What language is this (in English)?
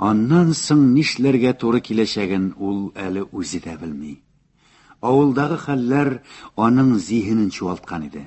Tatar